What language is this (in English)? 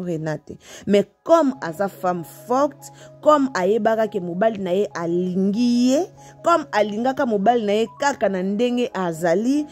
Lingala